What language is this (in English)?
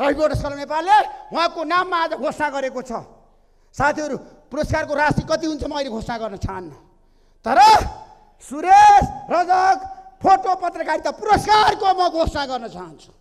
Nepali